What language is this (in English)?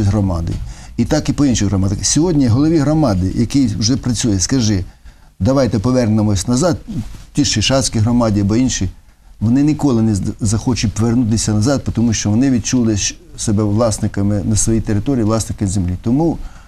Ukrainian